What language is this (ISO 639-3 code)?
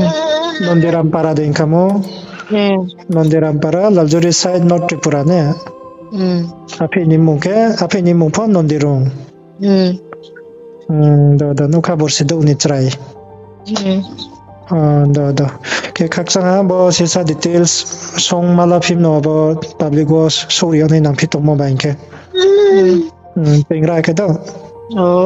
ria